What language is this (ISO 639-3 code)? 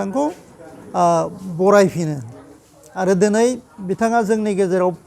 brx